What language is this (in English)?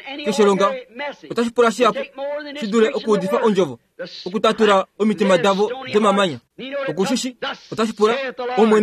Kuanyama